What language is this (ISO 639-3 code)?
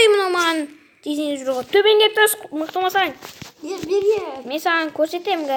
kaz